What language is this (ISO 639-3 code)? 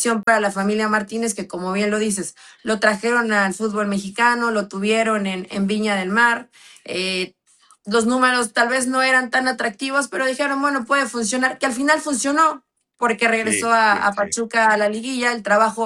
spa